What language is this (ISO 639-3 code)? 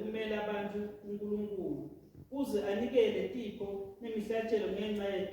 ssw